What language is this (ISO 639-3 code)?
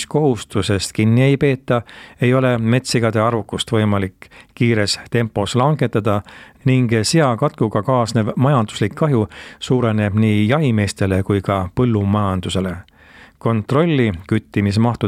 est